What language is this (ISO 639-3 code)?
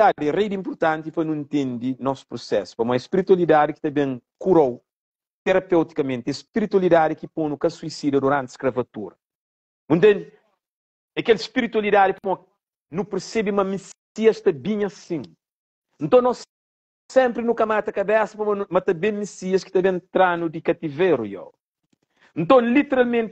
kea